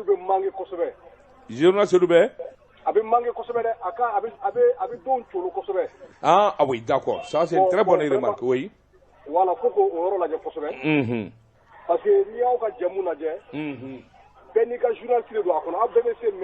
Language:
Bambara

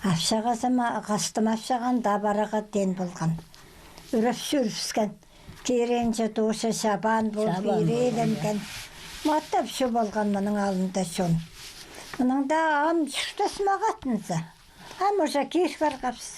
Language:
Khakas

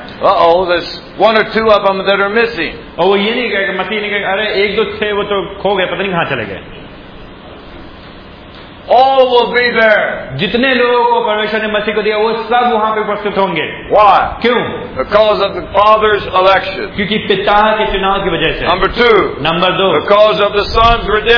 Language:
Hindi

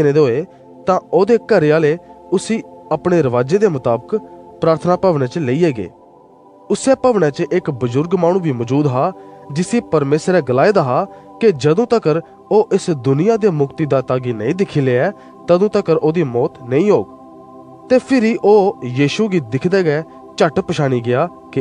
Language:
Dogri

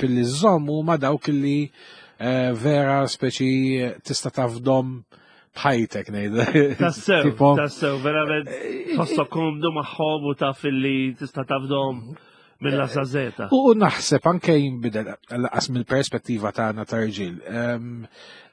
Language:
Maltese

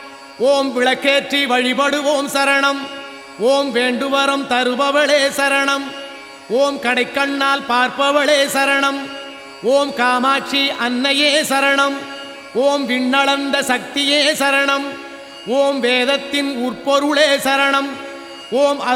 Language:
Tamil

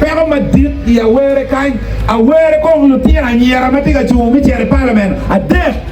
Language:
Acoli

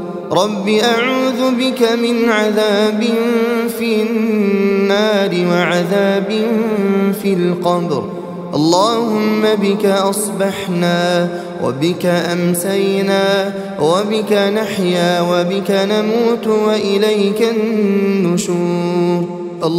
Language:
Arabic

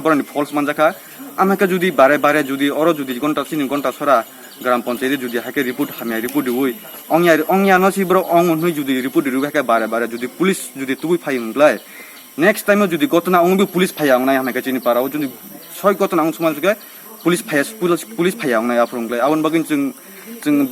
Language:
Kok Borok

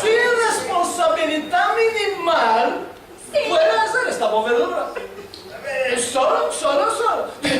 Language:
Ladino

